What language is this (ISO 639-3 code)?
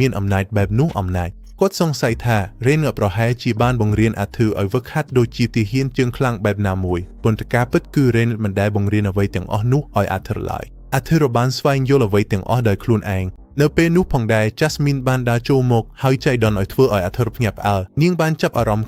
khm